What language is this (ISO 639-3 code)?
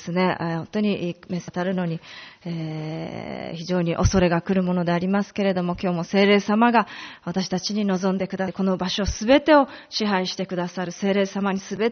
jpn